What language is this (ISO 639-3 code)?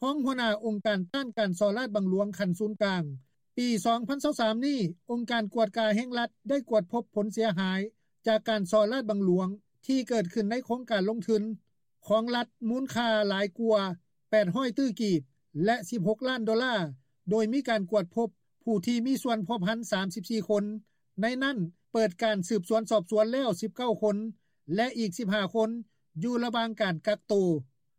lao